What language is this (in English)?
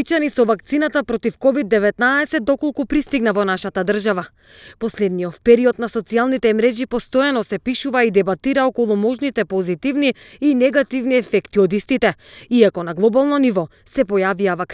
Macedonian